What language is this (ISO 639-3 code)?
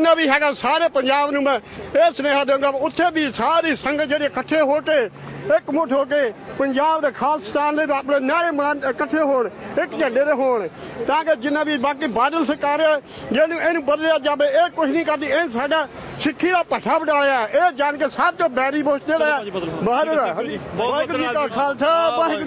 pan